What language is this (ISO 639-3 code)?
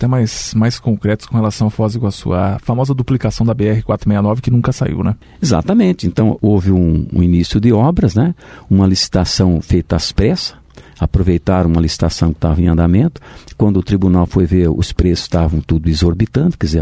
por